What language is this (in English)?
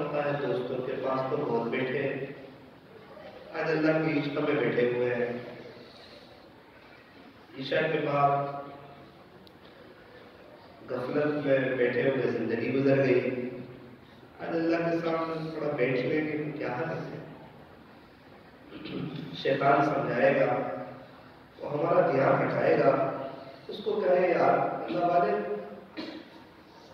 Urdu